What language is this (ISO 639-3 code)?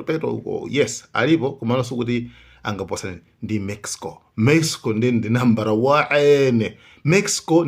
nya